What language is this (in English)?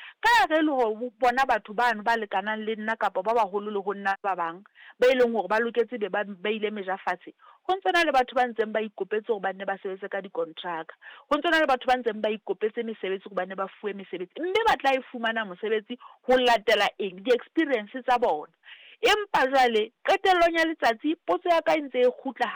Southern Sotho